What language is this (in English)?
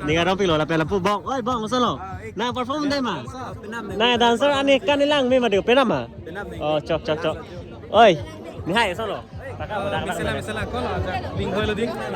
Karbi